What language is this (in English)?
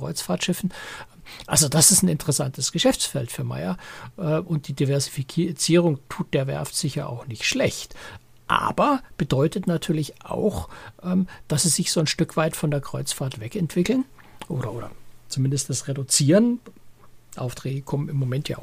German